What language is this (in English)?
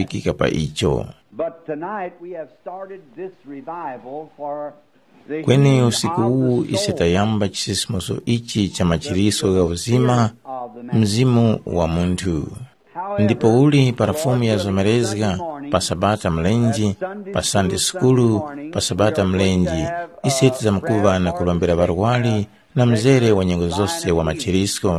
Tumbuka